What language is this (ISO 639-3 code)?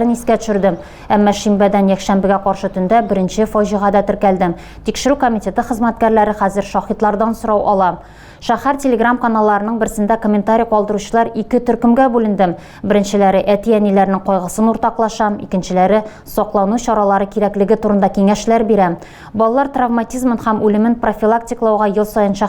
tat